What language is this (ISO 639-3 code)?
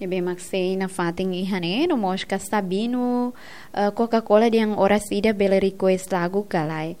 tet